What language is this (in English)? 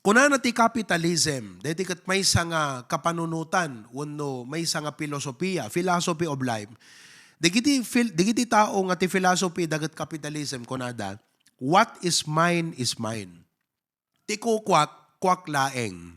Iloko